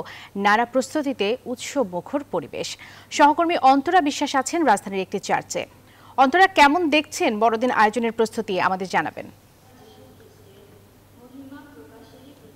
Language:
Bangla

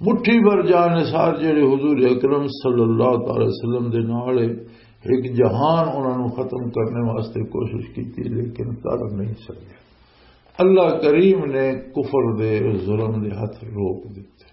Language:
Western Panjabi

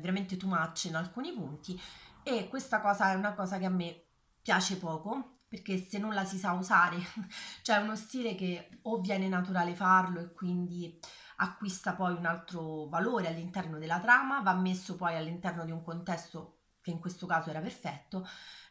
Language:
Italian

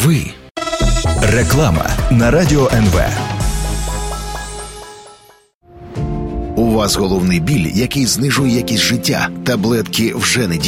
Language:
Ukrainian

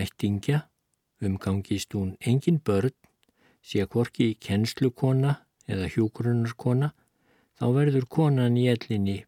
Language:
Icelandic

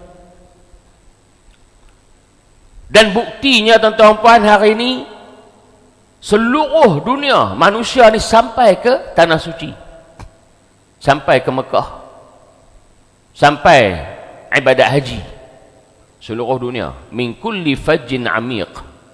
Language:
Malay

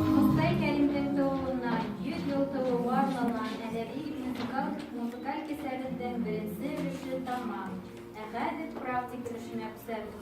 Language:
Bashkir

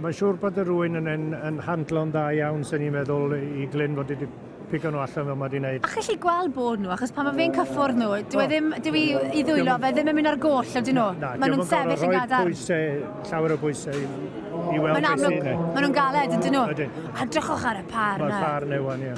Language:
Welsh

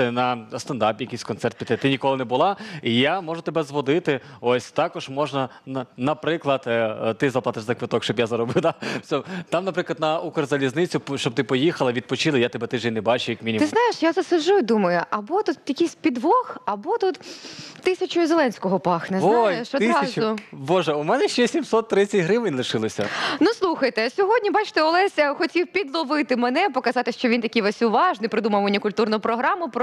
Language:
Ukrainian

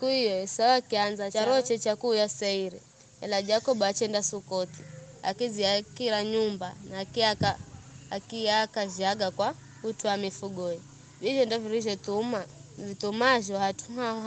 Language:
Giryama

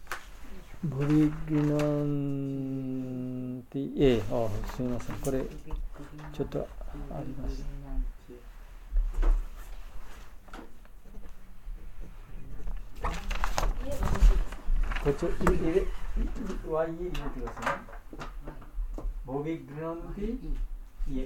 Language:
Japanese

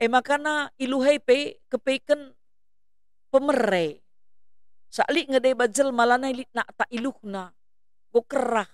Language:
Batak Karo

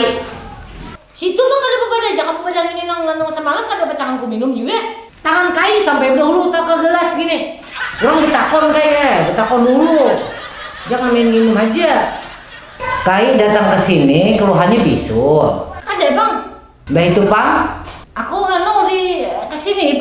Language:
Banjar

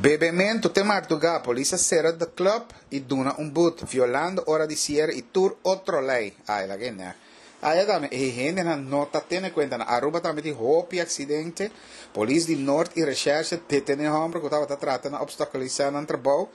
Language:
Papiamento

